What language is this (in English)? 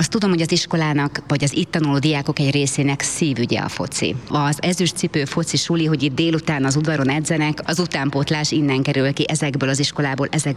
Hungarian